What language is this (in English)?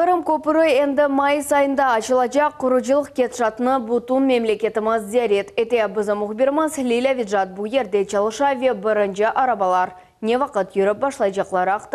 Crimean Tatar